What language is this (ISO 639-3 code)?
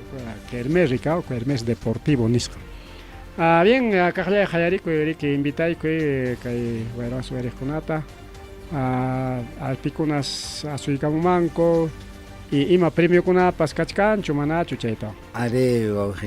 quy